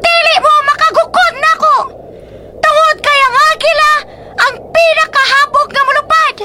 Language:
Cebuano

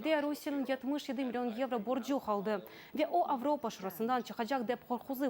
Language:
Crimean Tatar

